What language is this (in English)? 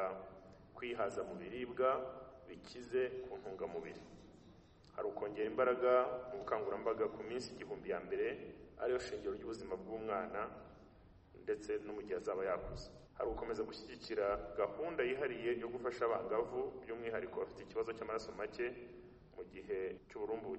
Kinyarwanda